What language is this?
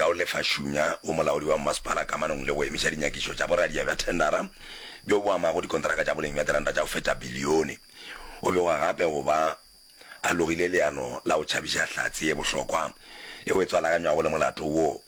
Northern Sotho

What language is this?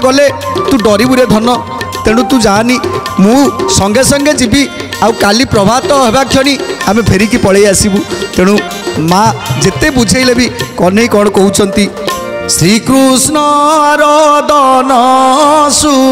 Odia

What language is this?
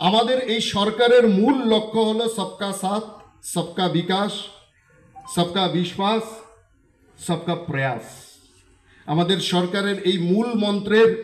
Kok Borok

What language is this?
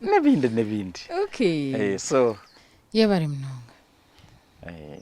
Nyankole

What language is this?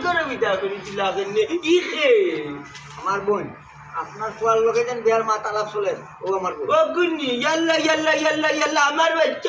Sylheti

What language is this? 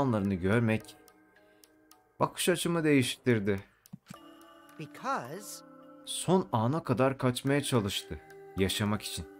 Turkish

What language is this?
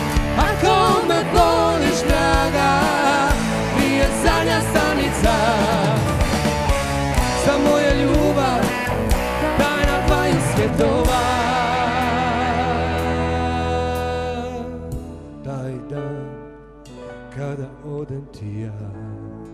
Croatian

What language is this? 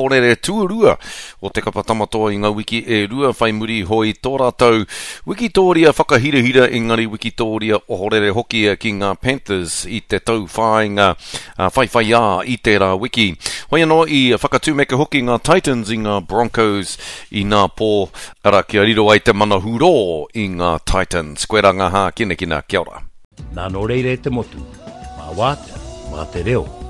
Māori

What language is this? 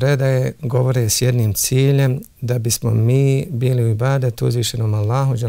Bosnian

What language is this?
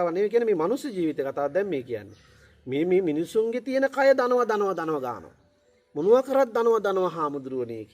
Sinhala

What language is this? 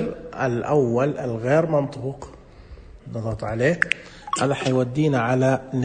Najdi Arabic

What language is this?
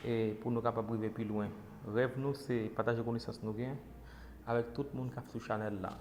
Haitian Creole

